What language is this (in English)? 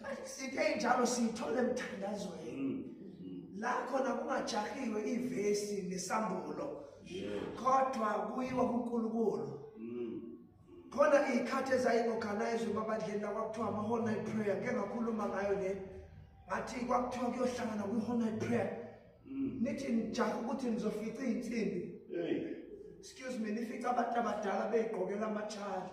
Zulu